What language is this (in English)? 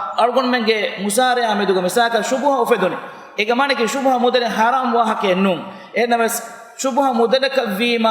Divehi